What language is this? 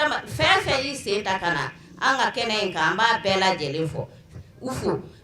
Bambara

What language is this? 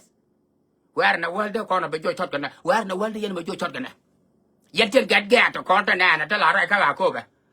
Nuer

